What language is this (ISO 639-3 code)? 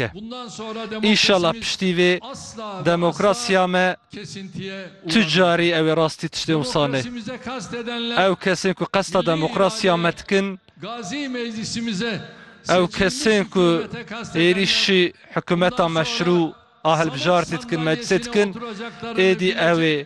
kur